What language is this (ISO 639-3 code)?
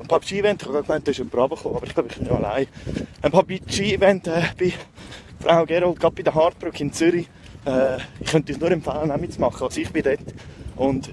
gsw